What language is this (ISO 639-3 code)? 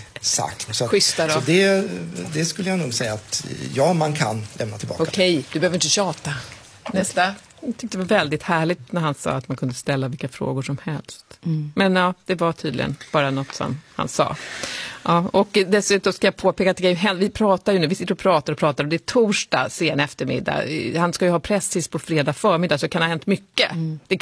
swe